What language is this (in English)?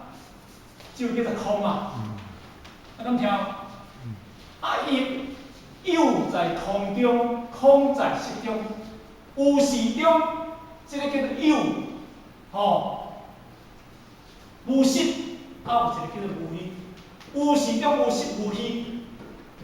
Min Nan Chinese